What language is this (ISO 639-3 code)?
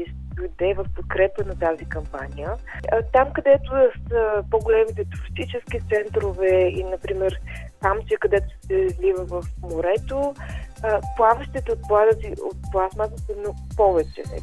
bul